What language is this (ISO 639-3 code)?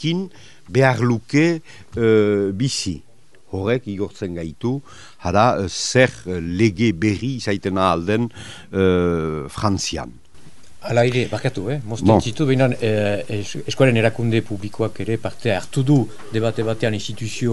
eus